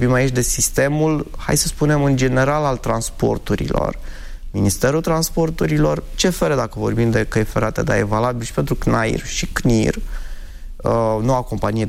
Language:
Romanian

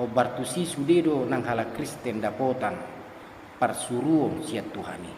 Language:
Batak Toba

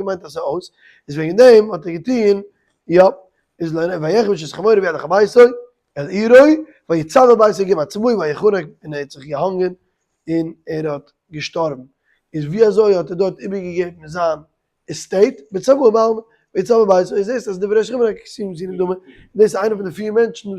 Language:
Yiddish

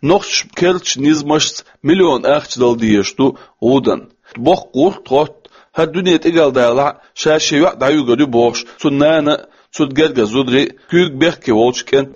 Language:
Chechen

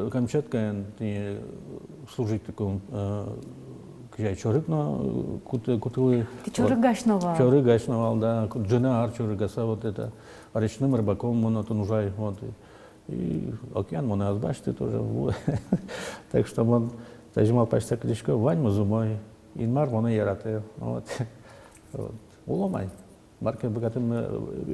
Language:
Udmurt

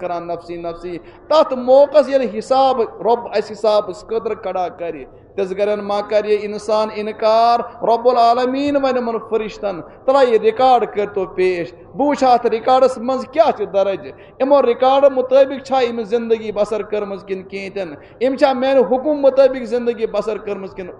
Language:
Kashmiri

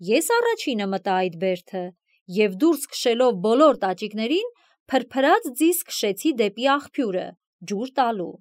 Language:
Armenian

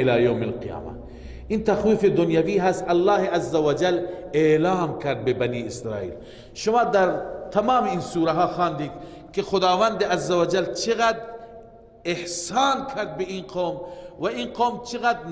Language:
Persian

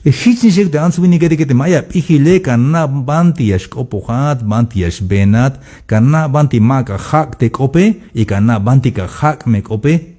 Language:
Tzeltal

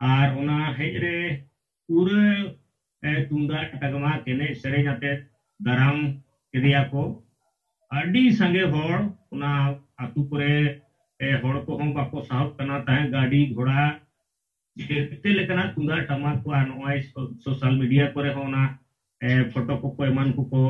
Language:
Santali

